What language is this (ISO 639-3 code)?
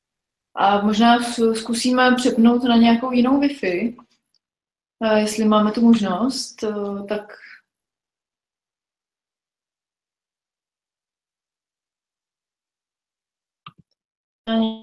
ces